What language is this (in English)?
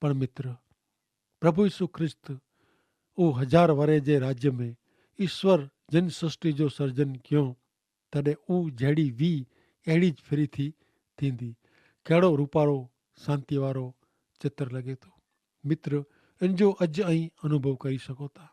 Kachhi